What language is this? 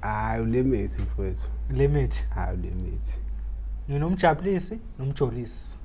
Zulu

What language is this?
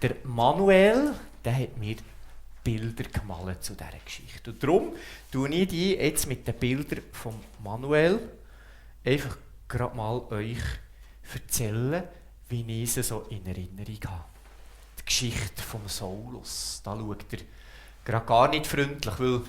Swiss German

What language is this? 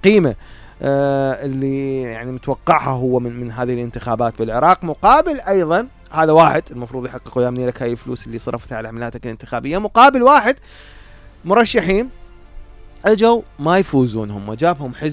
Mesopotamian Arabic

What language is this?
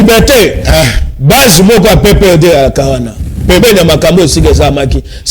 Lingala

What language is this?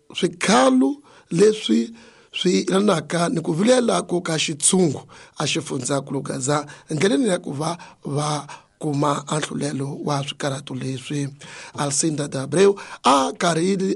Tsonga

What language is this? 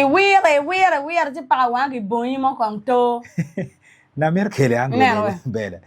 Acoli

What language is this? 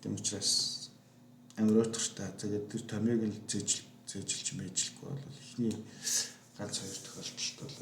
Mongolian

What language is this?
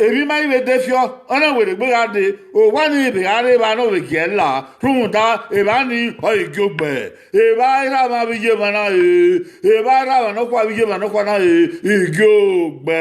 Bini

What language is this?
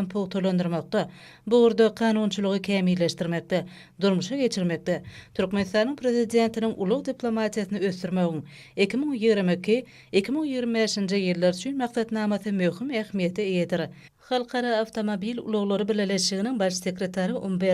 Turkmen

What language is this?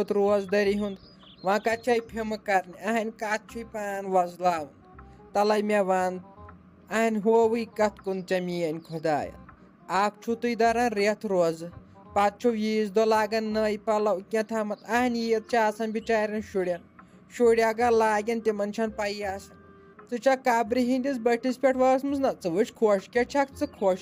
Kashmiri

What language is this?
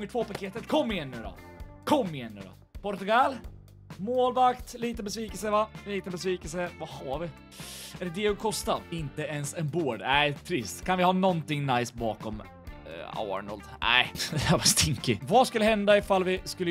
Swedish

